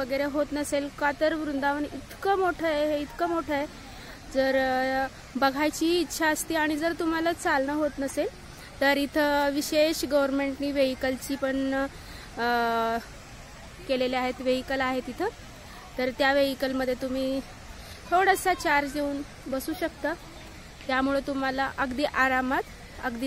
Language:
Marathi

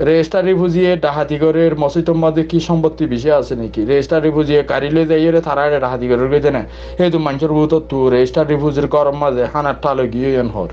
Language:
Rohingya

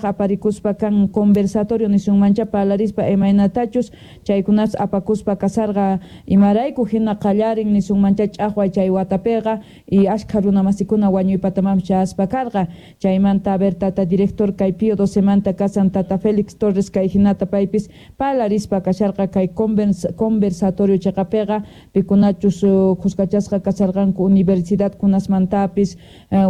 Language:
Quechua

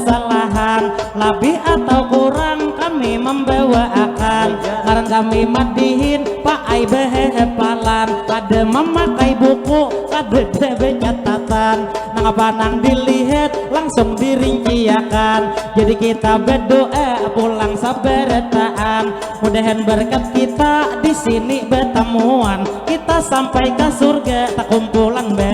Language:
Banjar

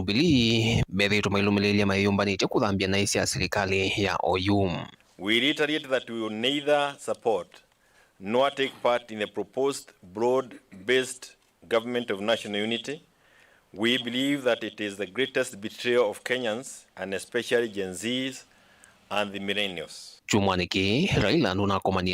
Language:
Kamba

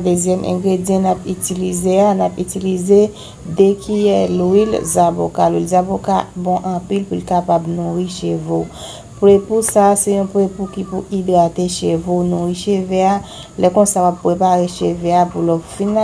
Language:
Haitian Creole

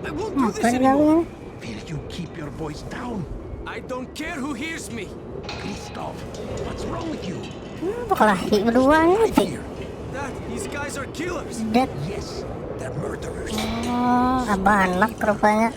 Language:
Banjar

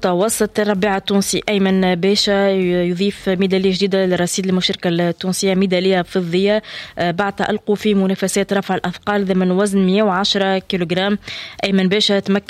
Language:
Arabic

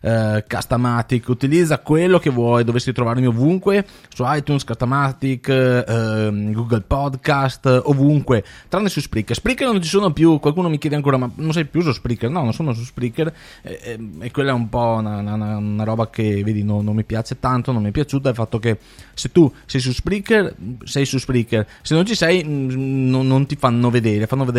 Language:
Italian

